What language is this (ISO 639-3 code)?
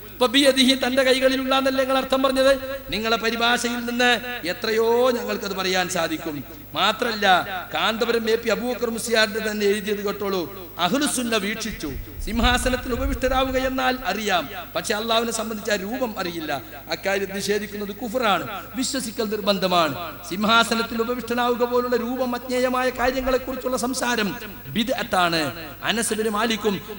mal